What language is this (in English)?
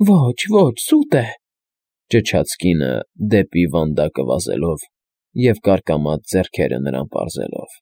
Armenian